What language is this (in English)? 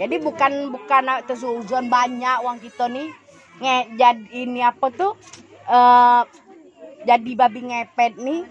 Musi